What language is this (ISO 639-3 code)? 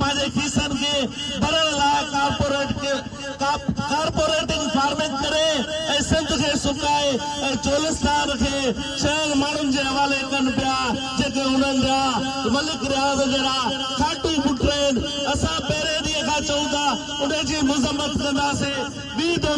snd